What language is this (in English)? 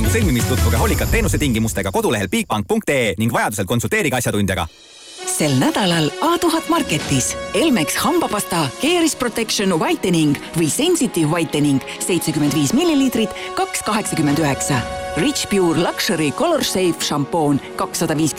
Estonian